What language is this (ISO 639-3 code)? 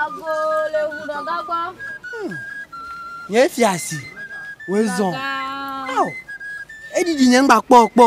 ewe